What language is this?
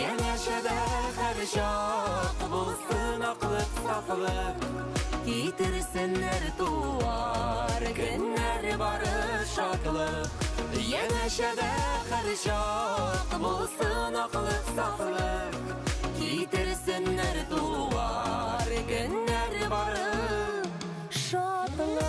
Bashkir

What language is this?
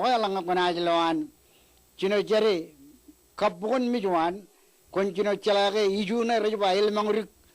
Marshallese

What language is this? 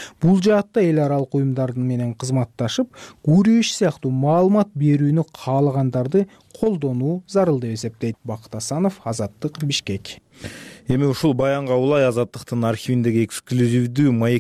Kyrgyz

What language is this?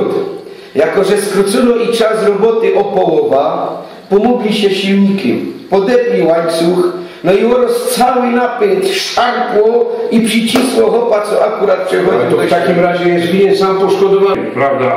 Silesian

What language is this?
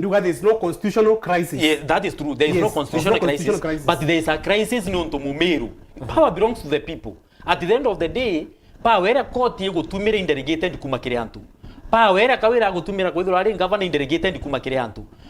Meru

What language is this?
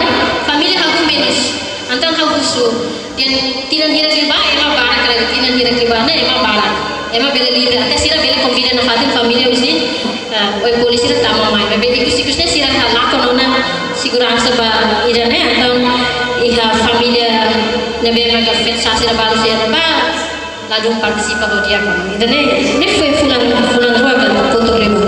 Tetum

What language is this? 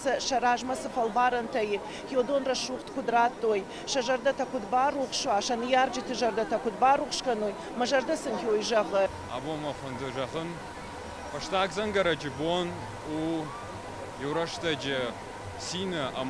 Ossetic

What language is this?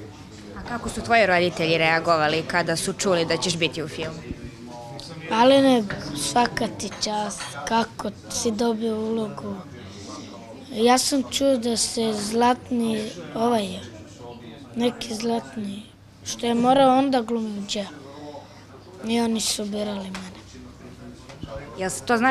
Serbian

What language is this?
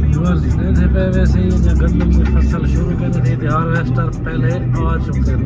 Saraiki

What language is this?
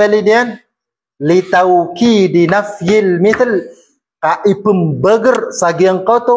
Maranao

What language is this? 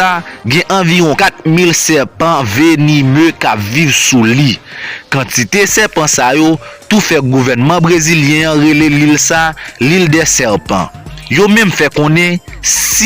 Haitian Creole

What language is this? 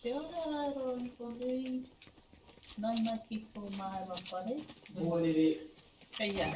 Māori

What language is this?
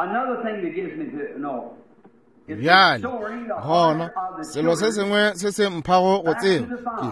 Northern Sotho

